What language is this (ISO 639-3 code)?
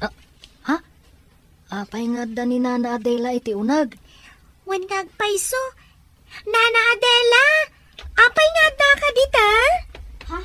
ilo